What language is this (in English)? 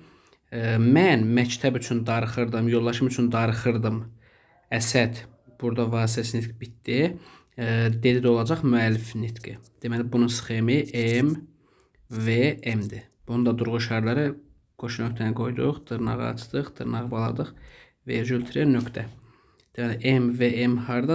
Azerbaijani